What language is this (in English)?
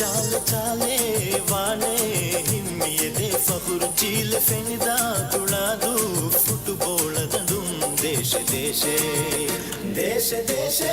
Divehi